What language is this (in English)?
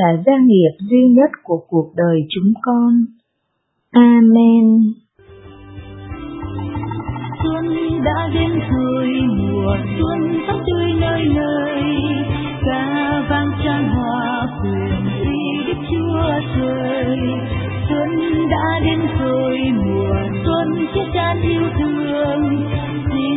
Vietnamese